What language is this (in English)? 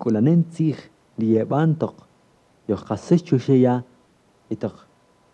Kaqchikel